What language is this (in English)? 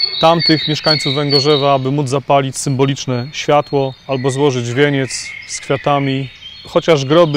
Polish